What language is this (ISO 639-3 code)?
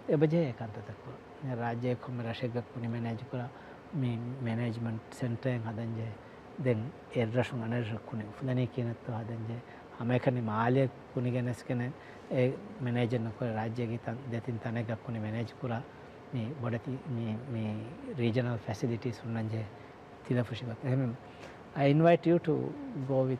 div